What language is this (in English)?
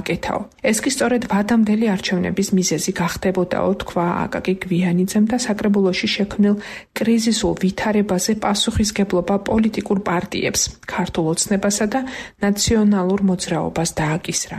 Georgian